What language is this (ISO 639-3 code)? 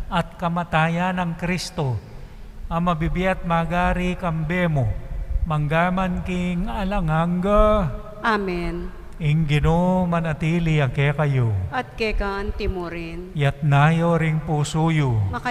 pam